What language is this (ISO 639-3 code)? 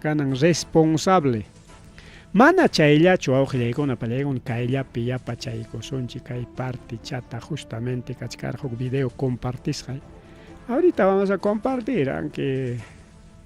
quy